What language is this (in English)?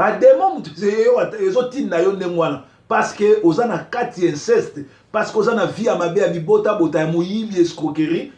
Lingala